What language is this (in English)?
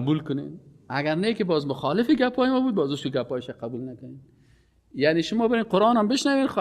Persian